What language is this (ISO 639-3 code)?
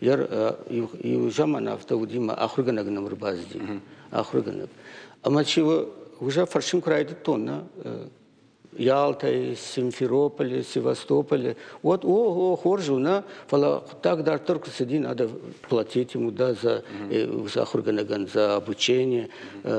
oss